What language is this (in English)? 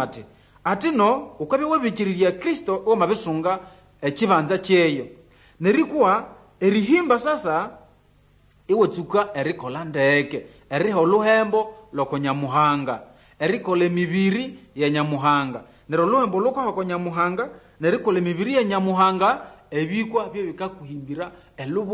Nande